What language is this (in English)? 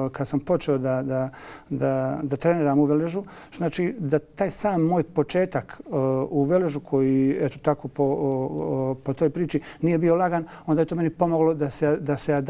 Bosnian